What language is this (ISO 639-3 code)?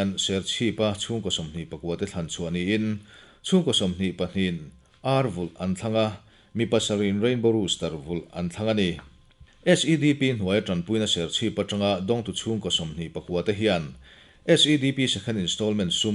lus